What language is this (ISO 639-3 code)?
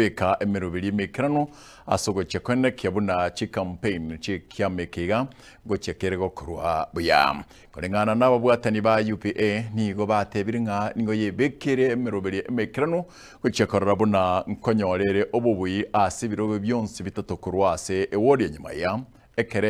guz